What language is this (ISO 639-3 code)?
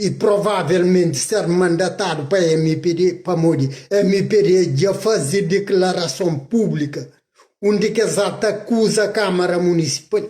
kea